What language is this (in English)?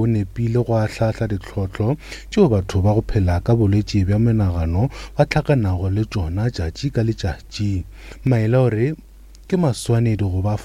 Northern Sotho